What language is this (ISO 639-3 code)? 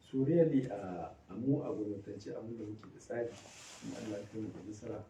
hau